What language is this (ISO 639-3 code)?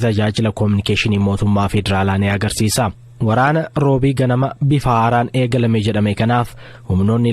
orm